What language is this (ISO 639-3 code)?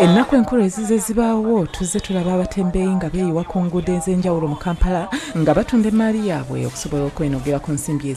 lug